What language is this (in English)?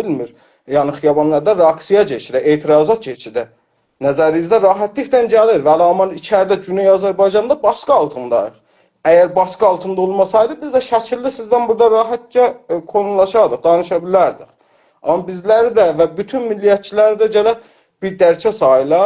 South Azerbaijani